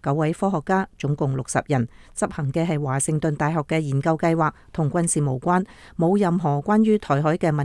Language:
Cantonese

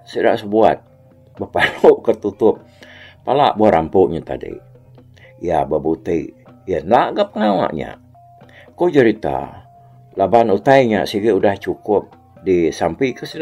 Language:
Iban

